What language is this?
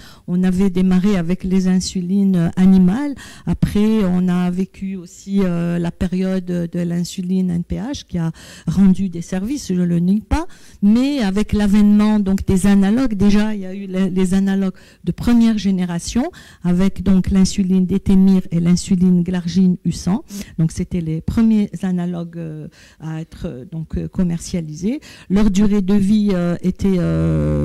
French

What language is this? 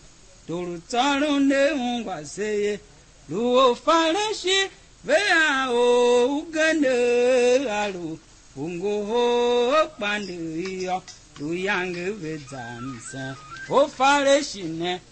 Tiv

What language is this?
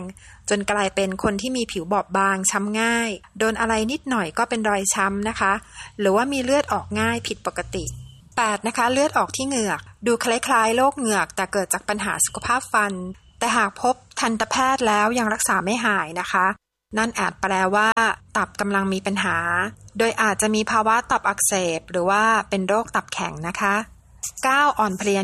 Thai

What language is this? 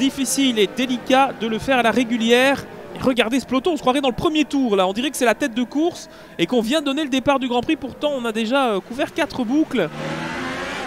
French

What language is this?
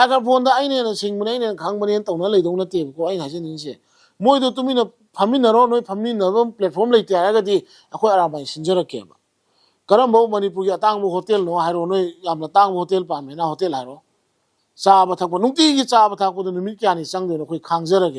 Manipuri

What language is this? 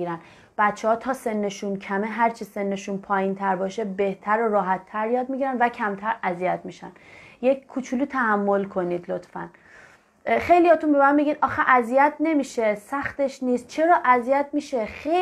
Persian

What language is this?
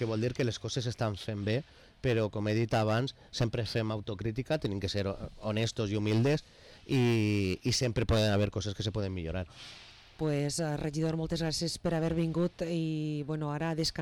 Catalan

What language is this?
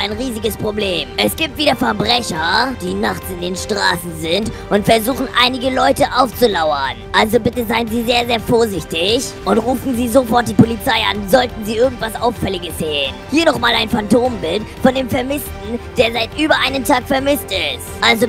German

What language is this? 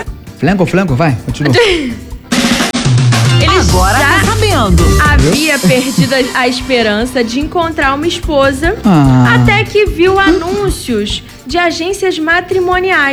Portuguese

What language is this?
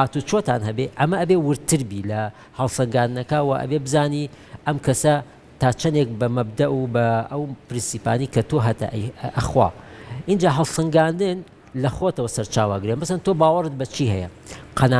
Central Kurdish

